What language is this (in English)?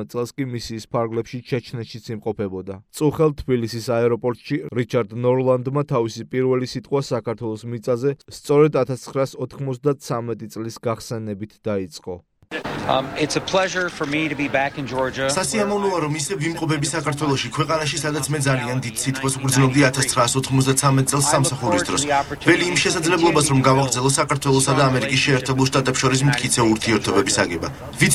Georgian